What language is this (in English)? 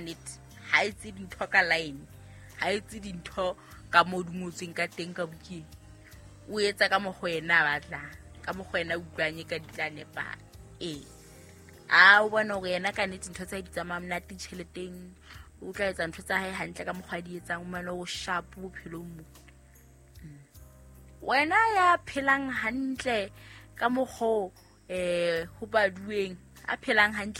Southern Sotho